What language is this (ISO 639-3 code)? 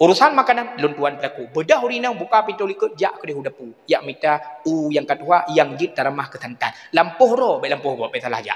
ace